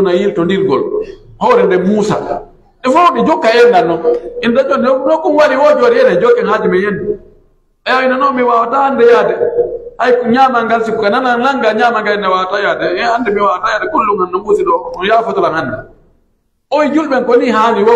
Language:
Pular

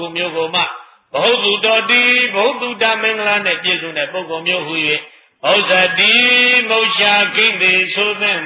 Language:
Burmese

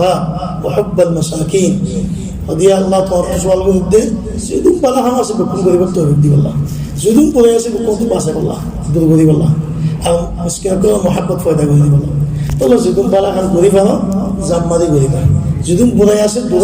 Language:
Rohingya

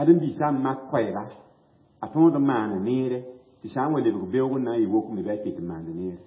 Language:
Mossi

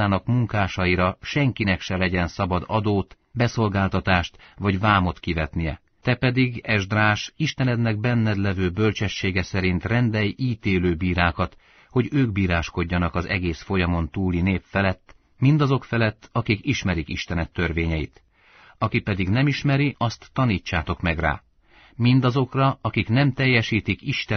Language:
Hungarian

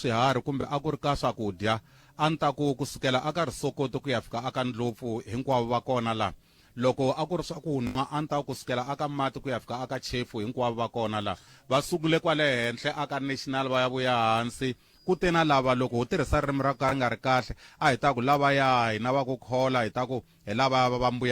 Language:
Tsonga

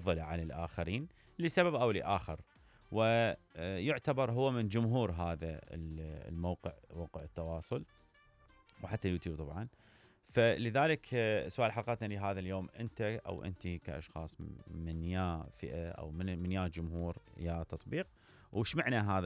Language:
Mesopotamian Arabic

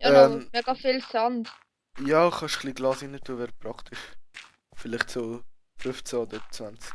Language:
Swiss German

